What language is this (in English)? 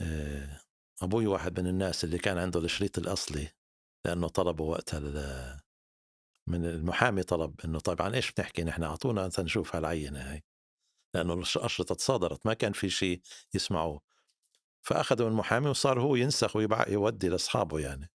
North Levantine Arabic